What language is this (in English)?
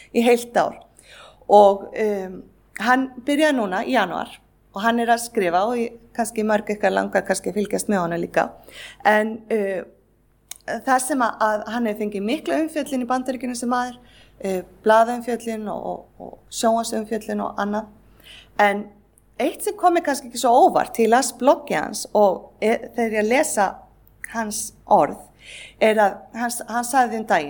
Icelandic